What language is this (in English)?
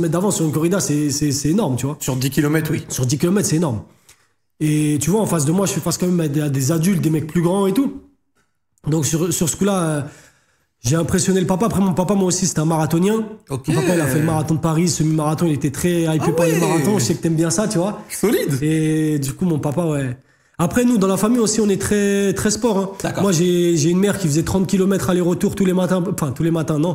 French